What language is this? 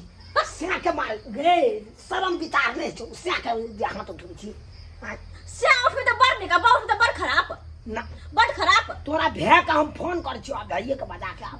Maithili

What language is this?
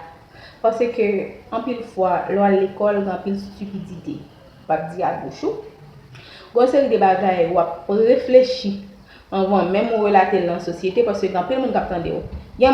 Haitian Creole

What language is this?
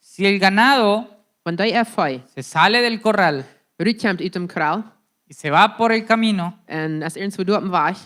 Plautdietsch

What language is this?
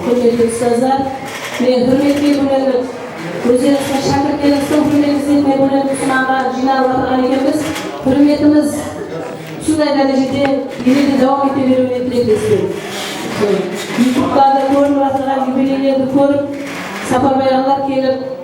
Kara-Kalpak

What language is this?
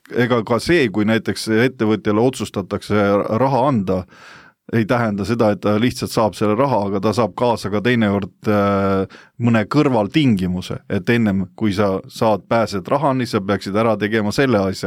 Estonian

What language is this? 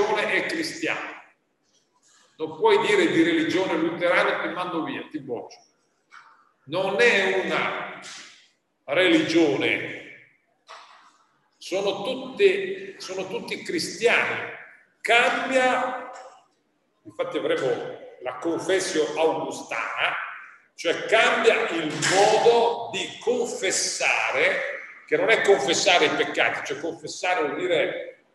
Italian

